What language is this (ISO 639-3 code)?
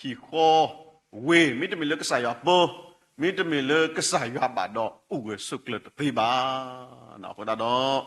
ksw